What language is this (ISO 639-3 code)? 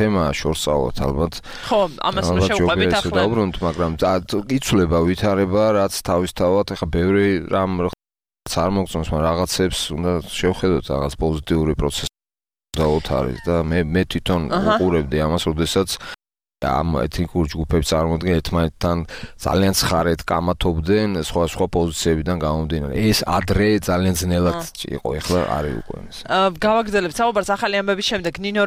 kat